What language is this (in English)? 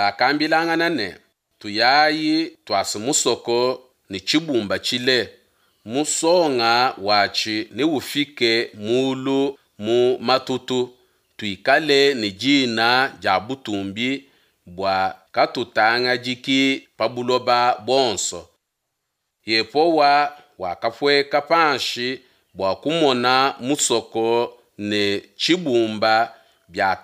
Luba-Lulua